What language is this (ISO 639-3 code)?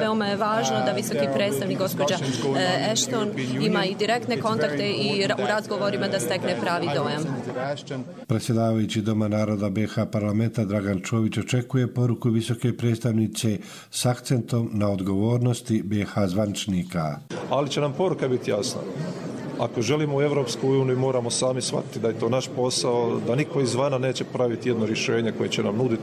hrv